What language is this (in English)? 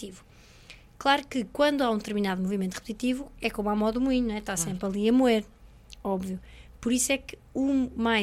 Portuguese